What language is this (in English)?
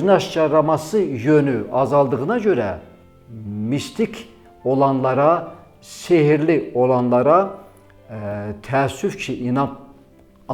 Azerbaijani